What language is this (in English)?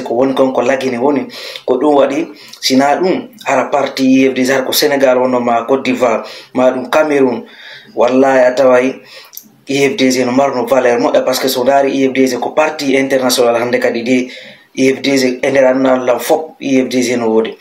Fula